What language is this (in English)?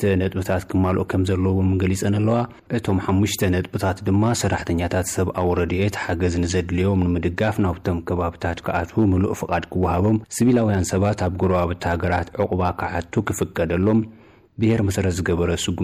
Tigrinya